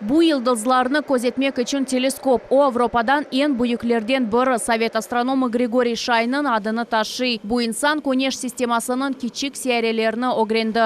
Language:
Crimean Tatar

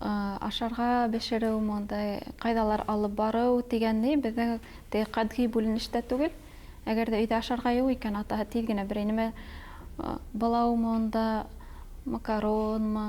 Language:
Bashkir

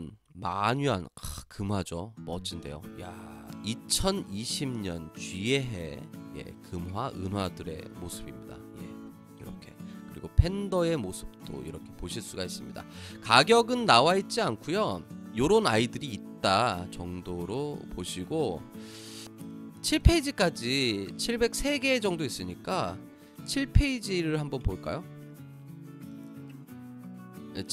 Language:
Korean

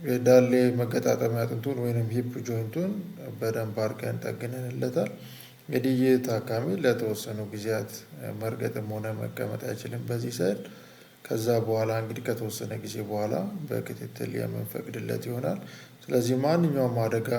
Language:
Amharic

